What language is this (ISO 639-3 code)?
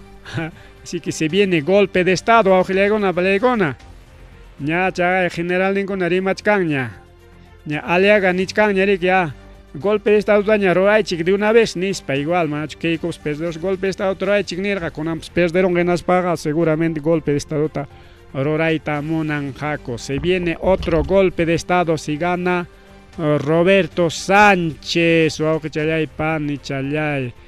quy